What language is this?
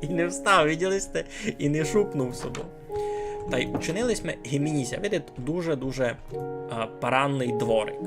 Rusyn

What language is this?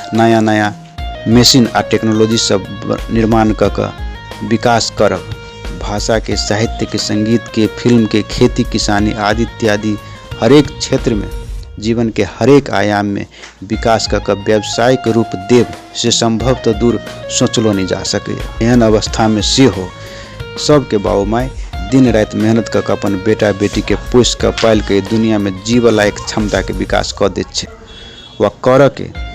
Maithili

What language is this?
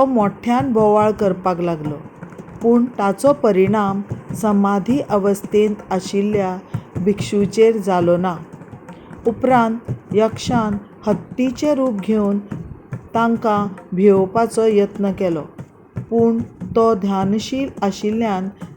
Konkani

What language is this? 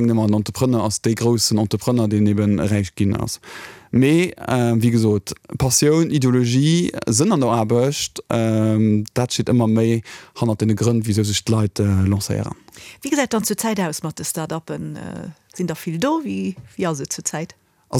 Luxembourgish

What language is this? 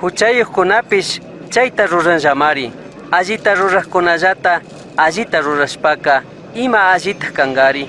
Chimborazo Highland Quichua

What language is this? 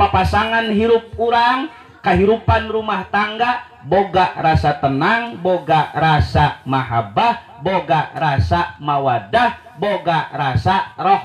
Sundanese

